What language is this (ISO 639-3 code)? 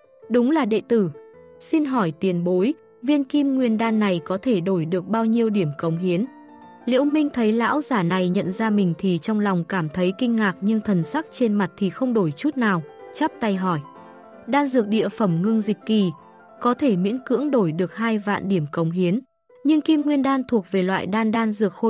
vie